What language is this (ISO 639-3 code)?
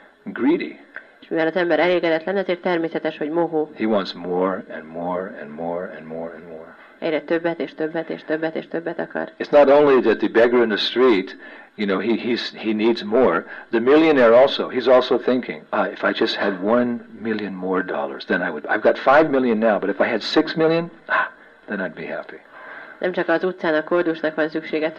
hun